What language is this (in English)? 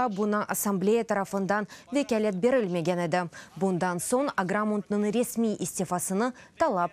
Crimean Tatar